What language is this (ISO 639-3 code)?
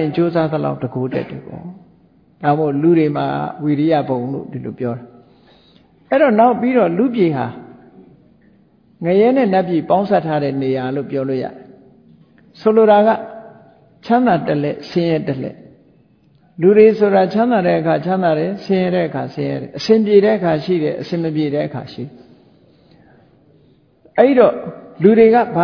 mya